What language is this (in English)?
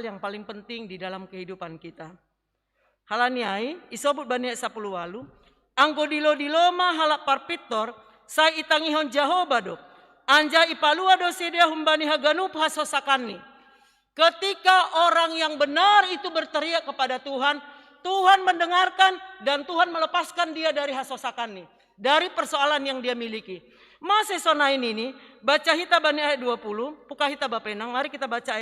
Batak Simalungun